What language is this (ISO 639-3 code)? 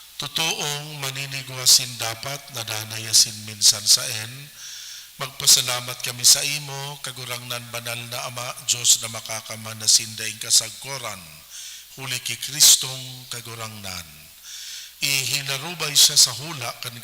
bik